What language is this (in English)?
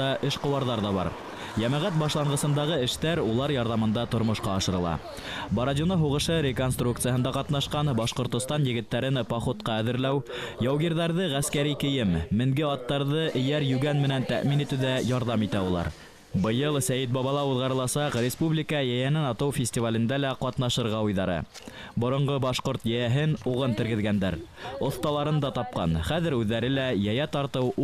Bashkir